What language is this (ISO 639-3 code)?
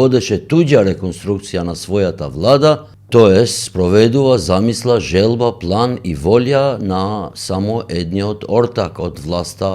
mkd